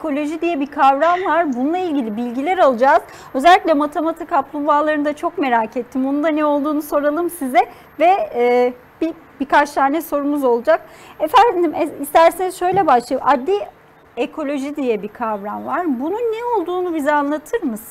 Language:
Turkish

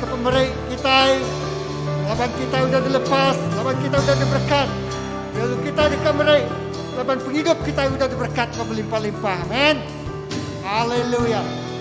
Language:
Iban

